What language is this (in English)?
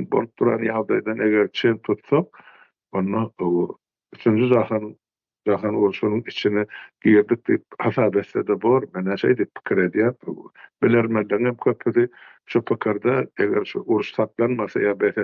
Turkmen